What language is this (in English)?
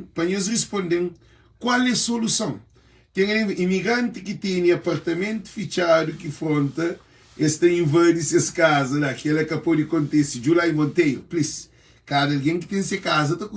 Kabuverdianu